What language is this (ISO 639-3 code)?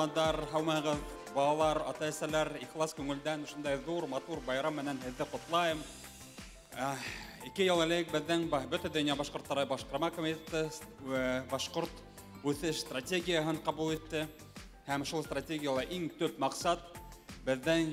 bak